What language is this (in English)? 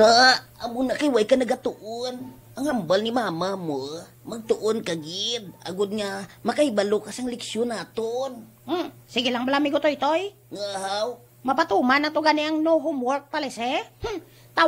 Hiligaynon